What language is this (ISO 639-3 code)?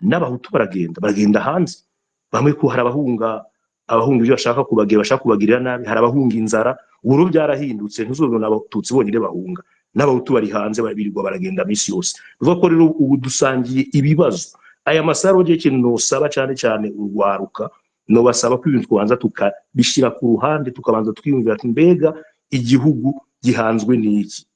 run